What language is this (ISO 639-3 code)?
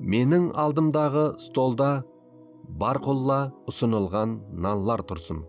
kaa